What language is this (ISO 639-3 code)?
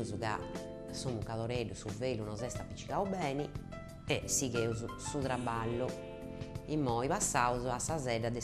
srd